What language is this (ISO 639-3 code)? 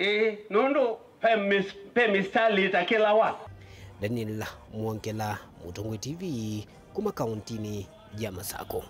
kam